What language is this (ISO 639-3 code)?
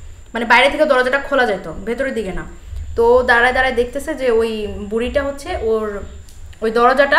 ben